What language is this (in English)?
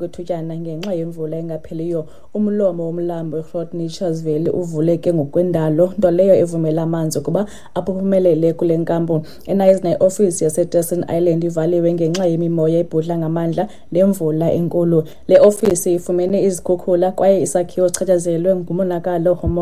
Xhosa